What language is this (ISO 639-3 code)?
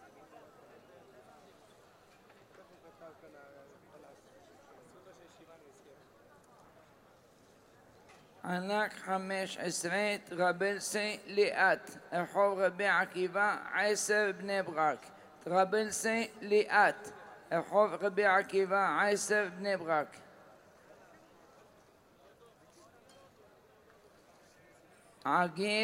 heb